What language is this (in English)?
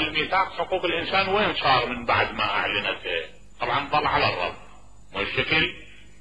Mesopotamian Arabic